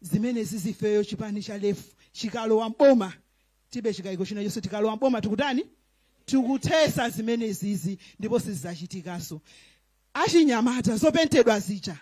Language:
Nyanja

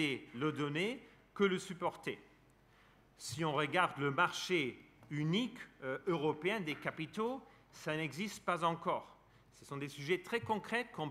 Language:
French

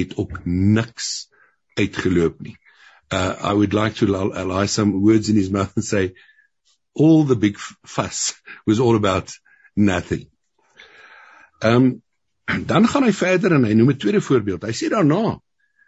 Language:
Afrikaans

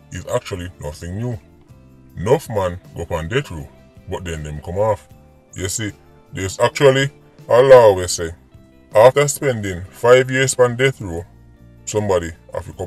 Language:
Jamaican Creole English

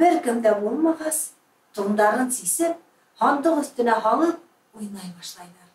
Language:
Bashkir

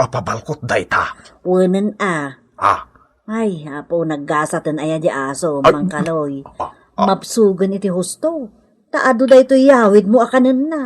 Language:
Iloko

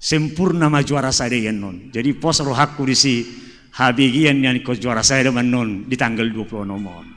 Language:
Batak Toba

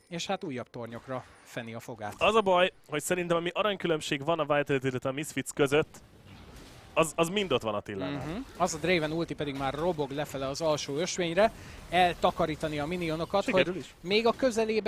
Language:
Hungarian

